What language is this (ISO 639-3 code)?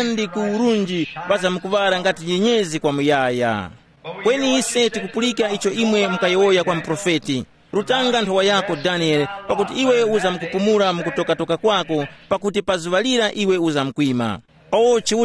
tum